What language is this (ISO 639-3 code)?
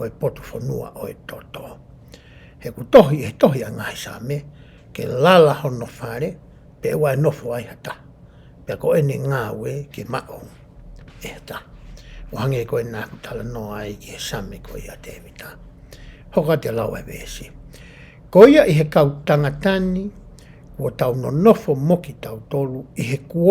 ton